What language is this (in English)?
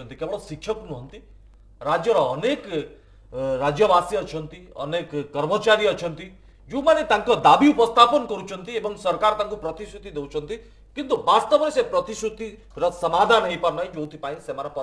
Odia